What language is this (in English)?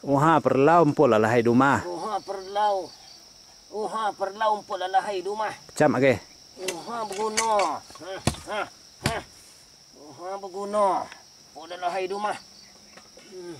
Minangkabau